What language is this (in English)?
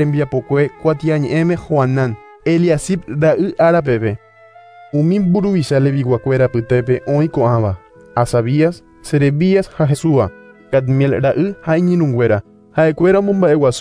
Guarani